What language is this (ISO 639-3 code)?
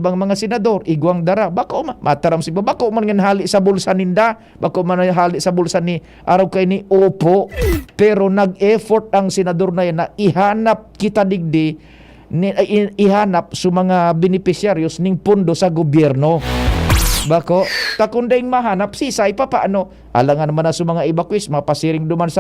bik